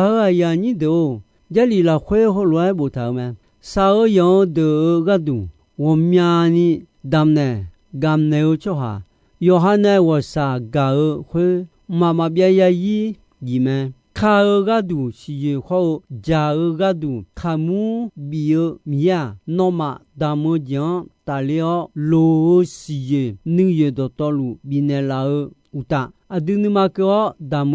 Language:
Akha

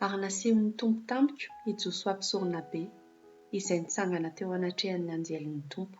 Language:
Malagasy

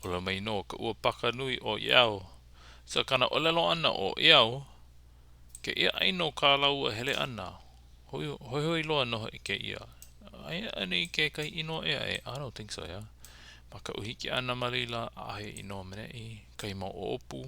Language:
Hawaiian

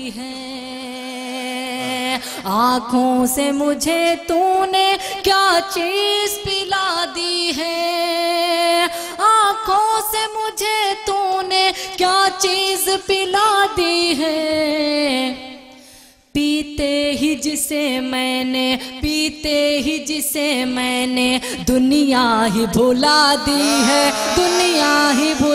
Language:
Urdu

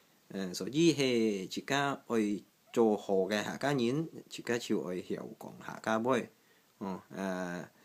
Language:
Hakka Chinese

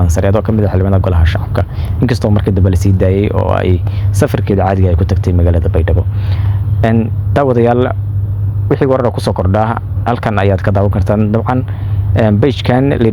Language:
Somali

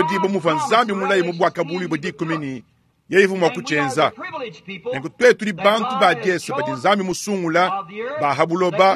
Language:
Luba-Lulua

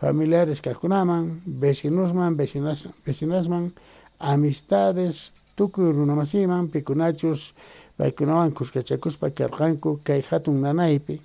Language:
Quechua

